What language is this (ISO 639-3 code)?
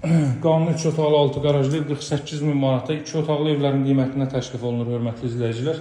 aze